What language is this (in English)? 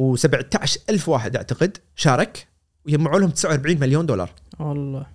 Gulf Arabic